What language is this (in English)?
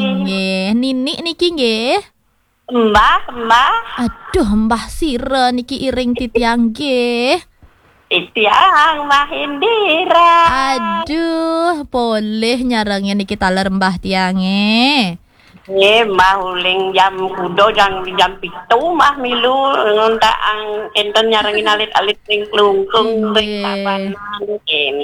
Balinese